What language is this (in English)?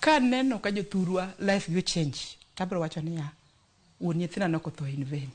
Luo (Kenya and Tanzania)